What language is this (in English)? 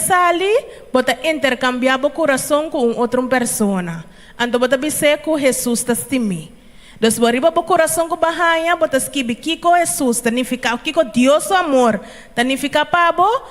Papiamento